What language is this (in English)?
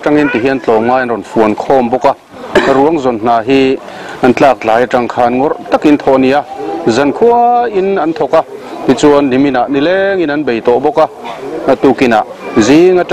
Mizo